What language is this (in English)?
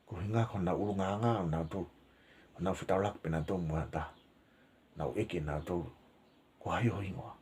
Tongan